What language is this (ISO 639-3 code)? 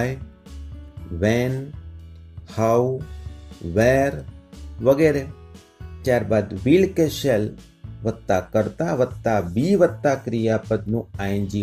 guj